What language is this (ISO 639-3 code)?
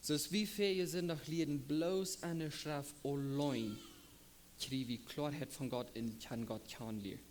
pdt